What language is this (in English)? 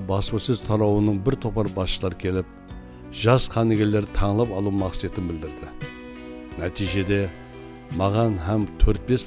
Kara-Kalpak